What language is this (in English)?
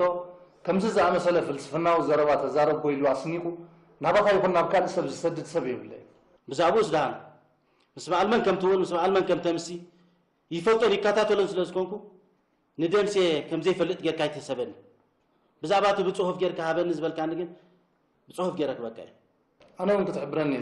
Tigrinya